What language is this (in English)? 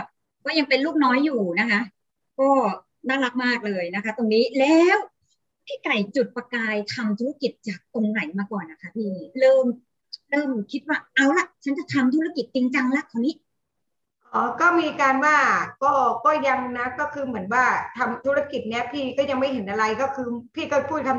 Thai